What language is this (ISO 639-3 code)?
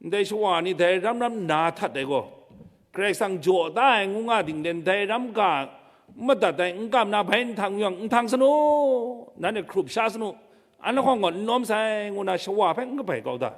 kac